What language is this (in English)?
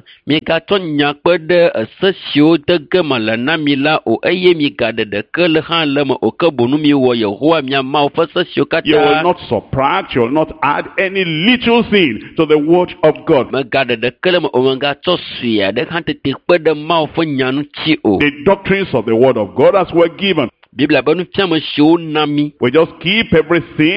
Ewe